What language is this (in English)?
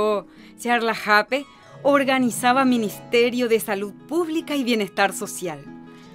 Guarani